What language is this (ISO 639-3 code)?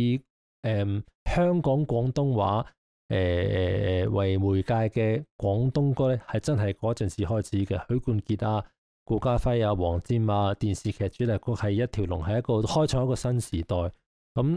yue